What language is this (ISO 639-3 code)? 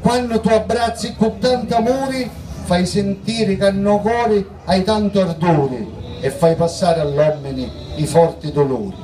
scn